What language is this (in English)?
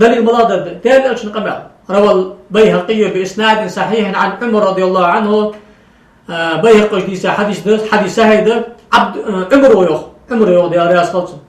Ingush